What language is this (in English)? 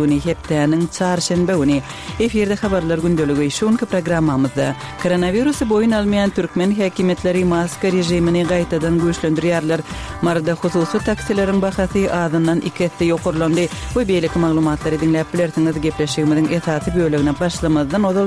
Kyrgyz